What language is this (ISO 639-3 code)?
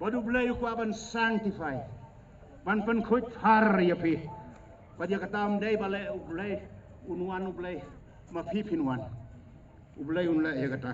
kha